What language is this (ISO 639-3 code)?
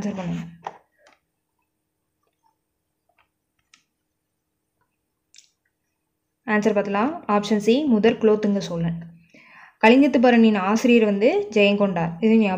tam